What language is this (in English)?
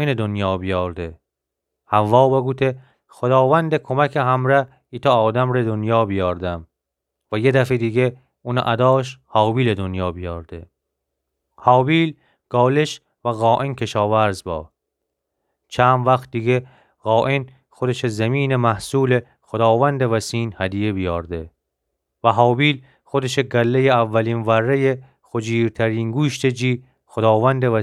Gilaki